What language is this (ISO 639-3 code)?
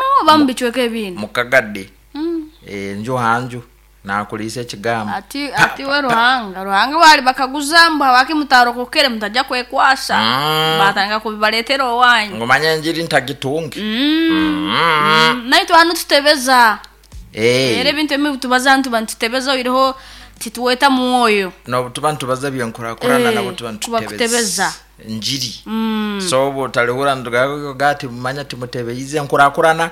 nyo